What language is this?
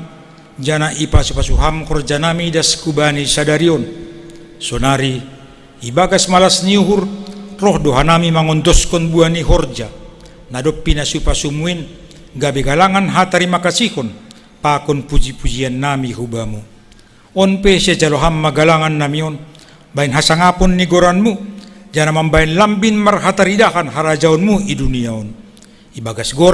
Batak Simalungun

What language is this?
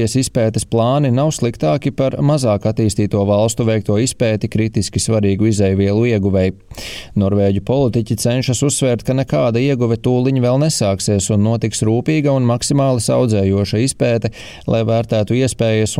Latvian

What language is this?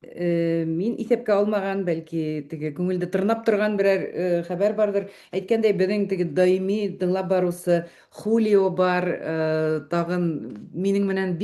Bashkir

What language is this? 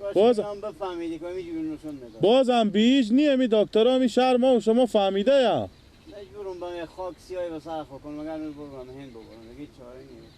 Persian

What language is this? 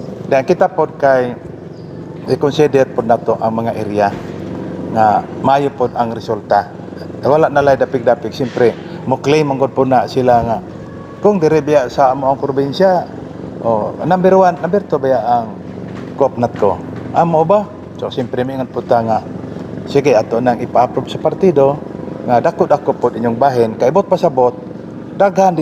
Cebuano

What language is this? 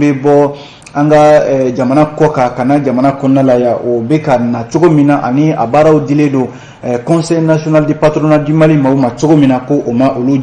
Bambara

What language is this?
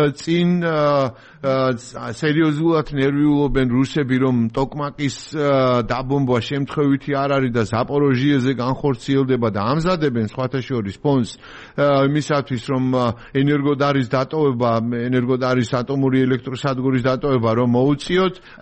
Georgian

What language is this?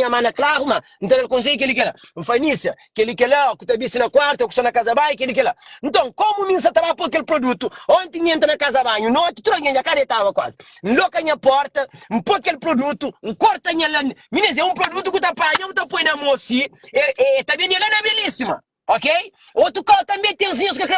Kabuverdianu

